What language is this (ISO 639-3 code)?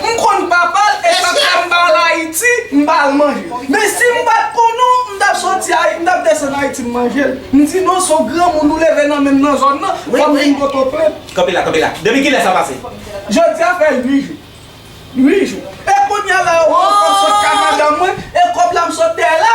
hat